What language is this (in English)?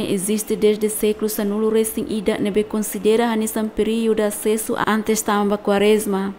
Tetum